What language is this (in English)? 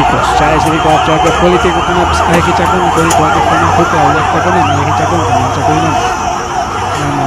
Ayacucho Quechua